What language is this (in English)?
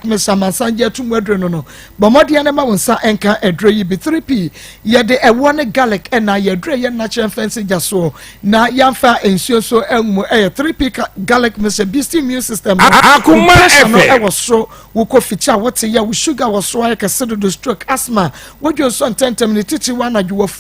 Akan